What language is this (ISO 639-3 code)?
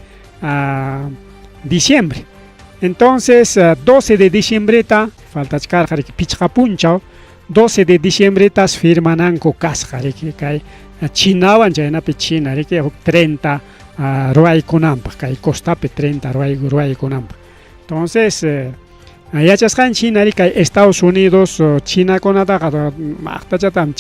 quy